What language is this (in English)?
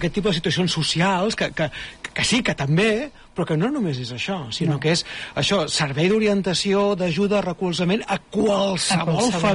Catalan